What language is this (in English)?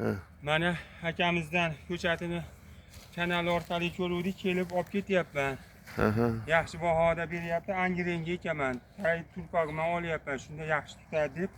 Uzbek